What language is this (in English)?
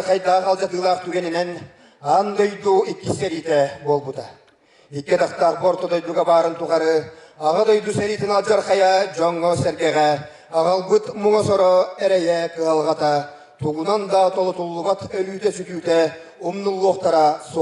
Yakut